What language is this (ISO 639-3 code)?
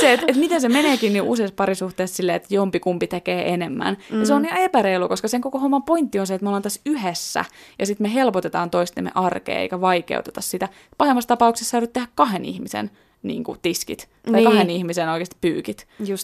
fin